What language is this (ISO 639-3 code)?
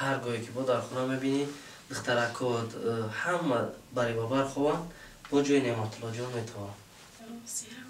tgk